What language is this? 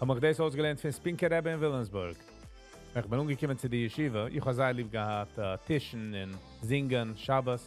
Yiddish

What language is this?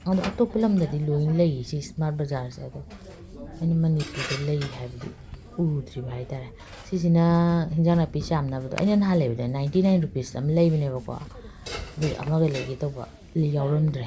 Manipuri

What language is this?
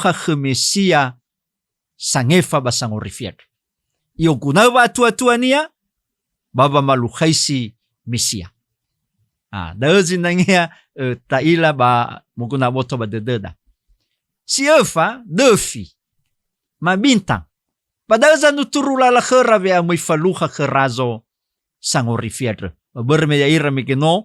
Nias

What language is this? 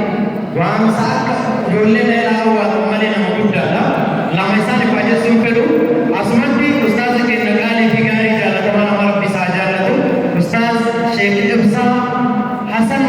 Oromo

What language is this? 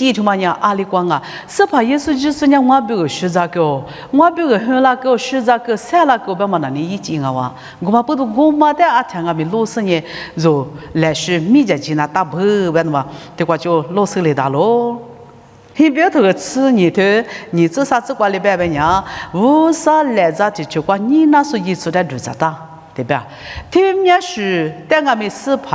Lisu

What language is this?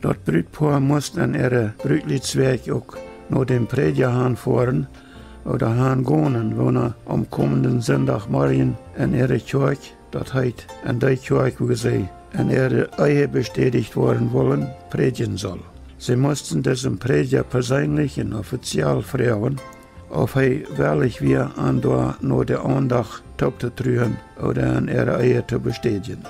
Plautdietsch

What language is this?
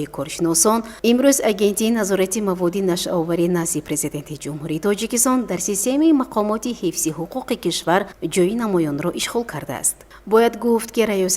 Tajik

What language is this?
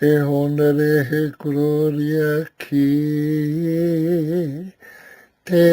Māori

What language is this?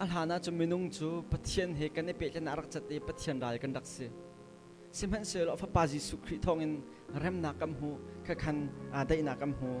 Hakha Chin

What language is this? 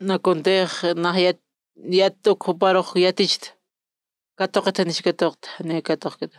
Aymara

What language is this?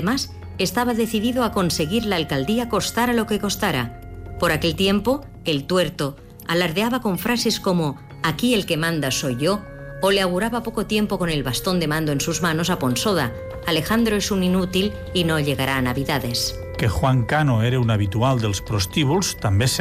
Catalan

